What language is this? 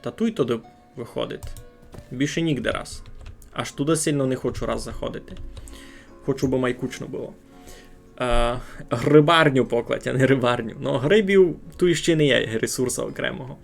Rusyn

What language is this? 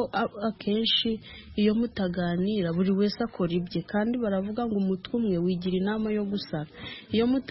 Kinyarwanda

